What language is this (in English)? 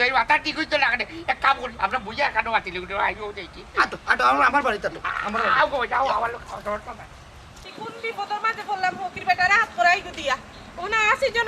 Sylheti